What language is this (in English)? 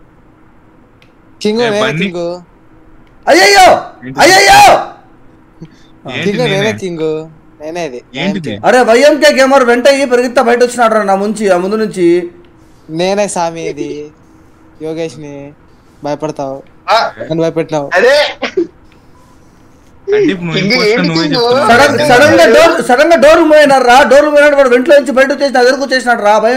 Telugu